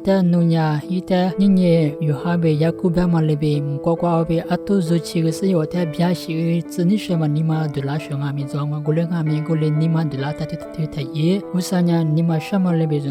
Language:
Lisu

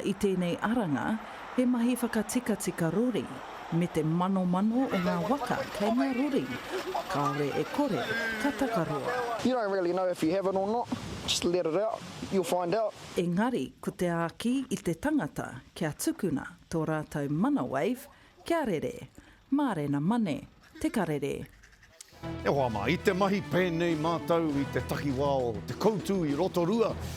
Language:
Māori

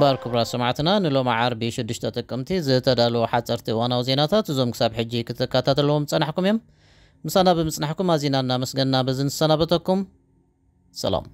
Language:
Tigrinya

